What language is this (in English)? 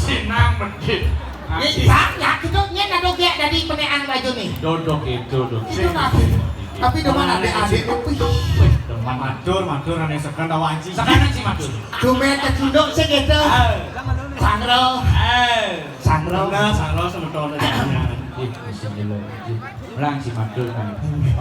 Balinese